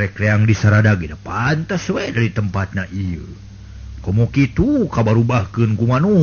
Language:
Sundanese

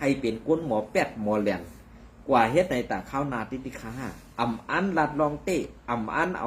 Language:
Shan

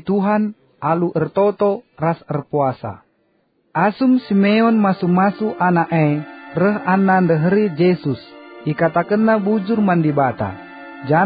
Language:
Batak Karo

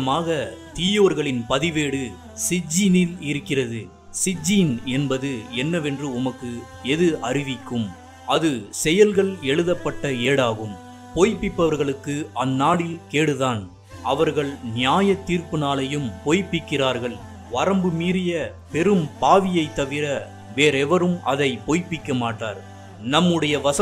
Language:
Tamil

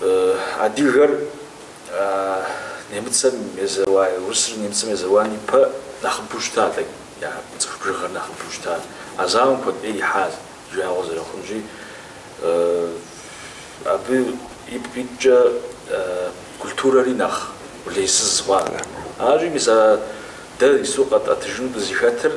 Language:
Kabardian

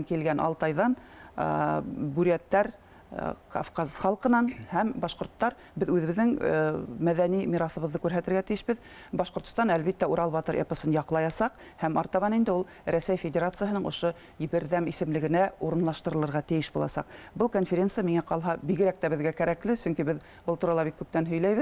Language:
Bashkir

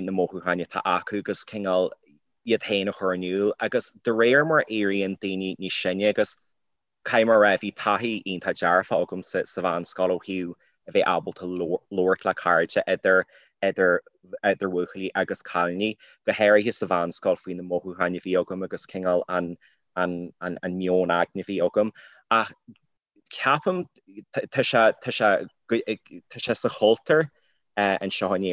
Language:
Irish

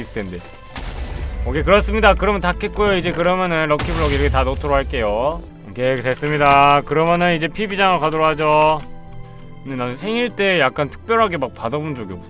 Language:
Korean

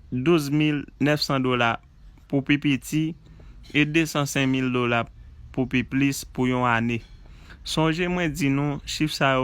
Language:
Haitian Creole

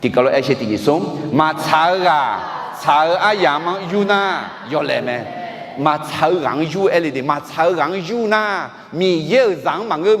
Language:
Akha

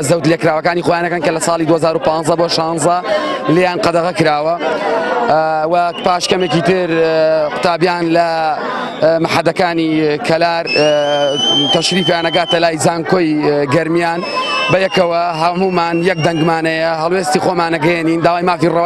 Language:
Central Kurdish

